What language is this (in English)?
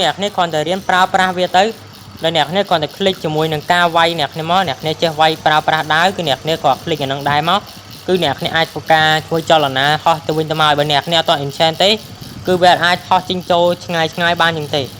Khmer